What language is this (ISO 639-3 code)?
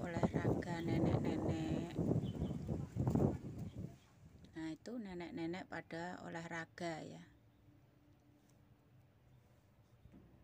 ind